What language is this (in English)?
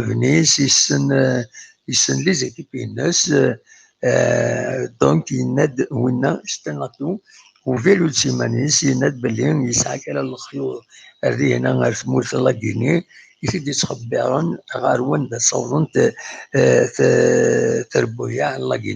Kabyle